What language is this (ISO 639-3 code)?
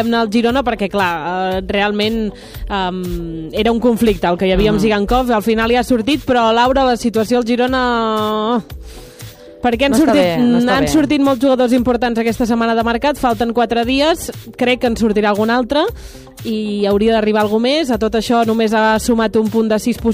cat